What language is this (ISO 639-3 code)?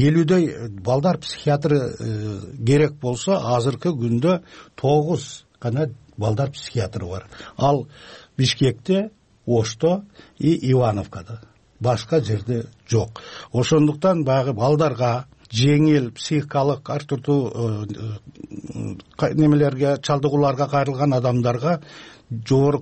kir